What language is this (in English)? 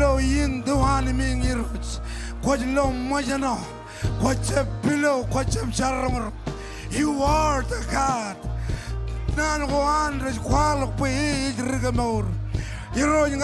Marshallese